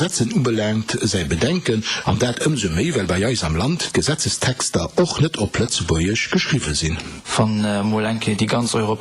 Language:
Luxembourgish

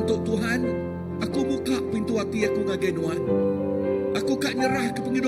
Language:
Iban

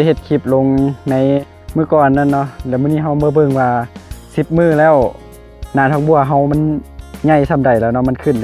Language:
Lao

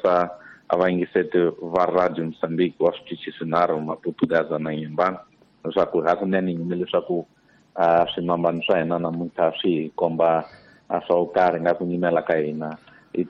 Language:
Tsonga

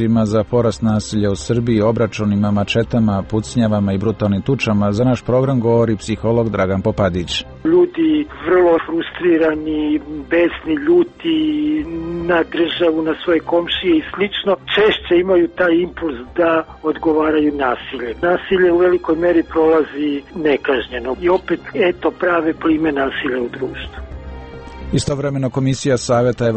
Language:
Serbian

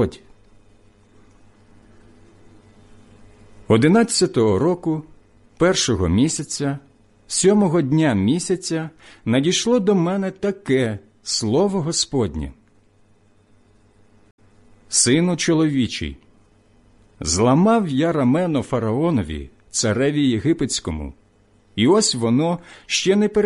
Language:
Ukrainian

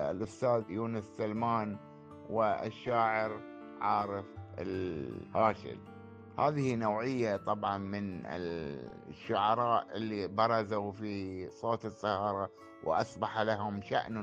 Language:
Gulf Arabic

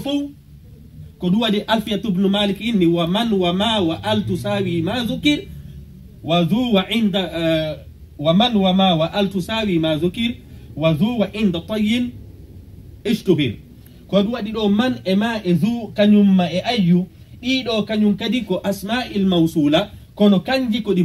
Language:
Pular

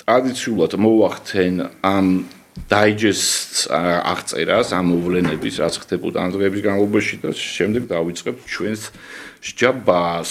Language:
Georgian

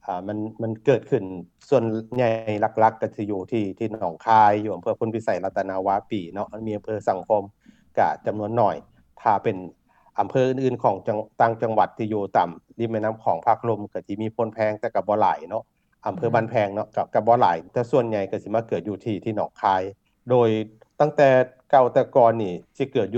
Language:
Lao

